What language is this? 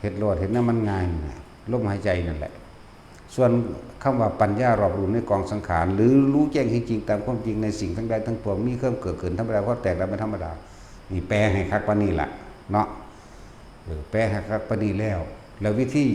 Northeastern Thai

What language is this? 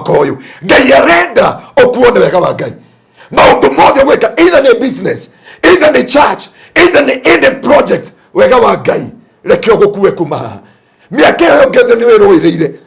Kikuyu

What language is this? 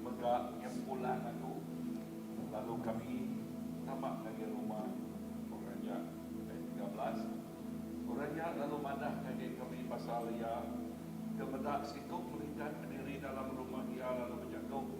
Iban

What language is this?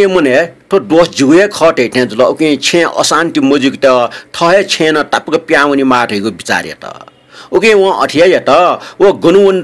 Newari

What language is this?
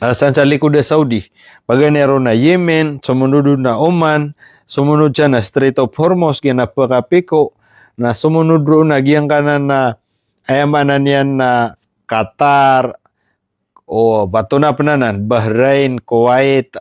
Maranao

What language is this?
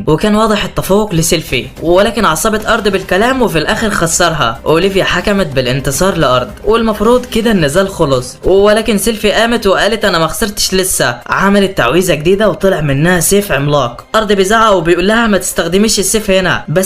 Egyptian Arabic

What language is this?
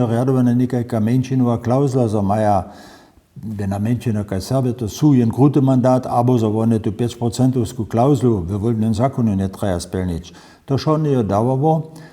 Upper Sorbian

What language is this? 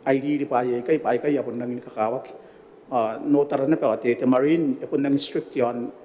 Gilbertese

